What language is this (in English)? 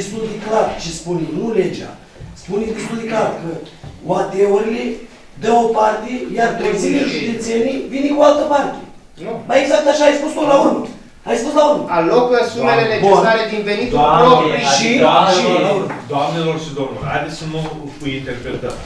Romanian